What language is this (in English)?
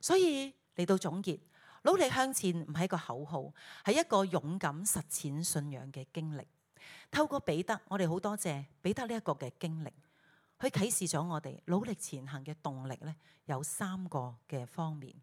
Cantonese